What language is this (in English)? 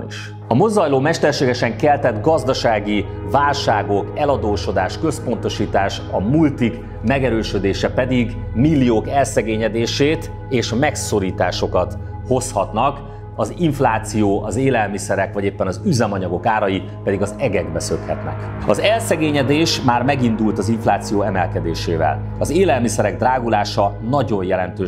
Hungarian